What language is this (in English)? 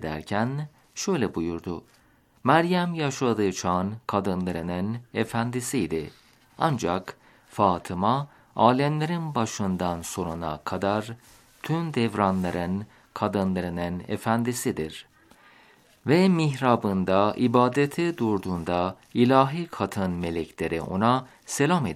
Turkish